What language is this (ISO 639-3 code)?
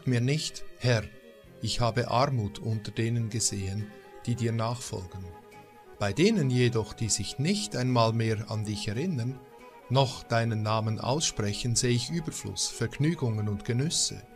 deu